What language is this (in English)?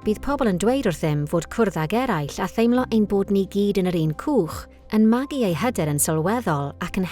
Welsh